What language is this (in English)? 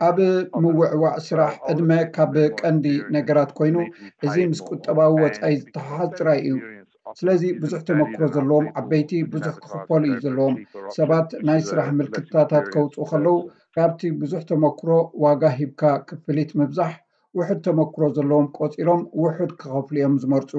Tigrinya